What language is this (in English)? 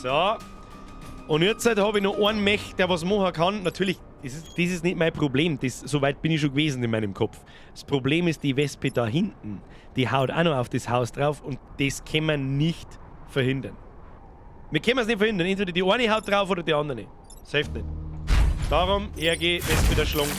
Bavarian